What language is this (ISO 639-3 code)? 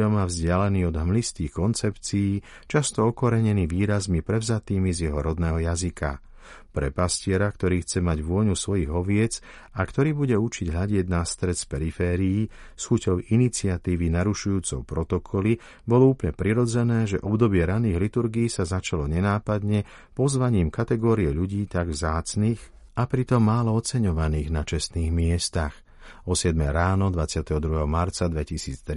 slk